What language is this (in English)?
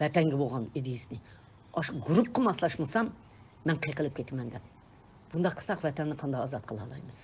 Uyghur